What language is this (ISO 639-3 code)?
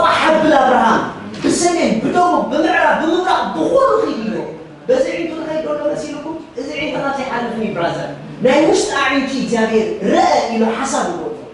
tir